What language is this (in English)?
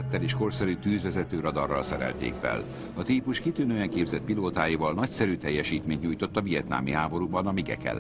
Hungarian